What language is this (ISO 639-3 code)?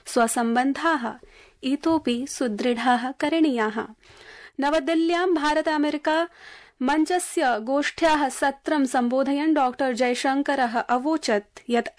san